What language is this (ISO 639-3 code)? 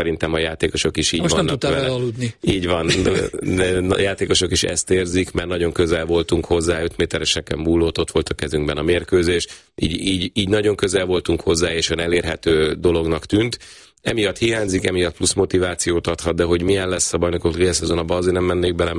hun